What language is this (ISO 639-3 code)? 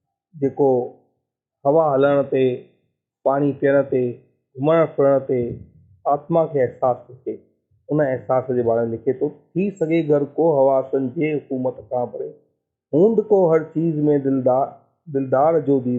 snd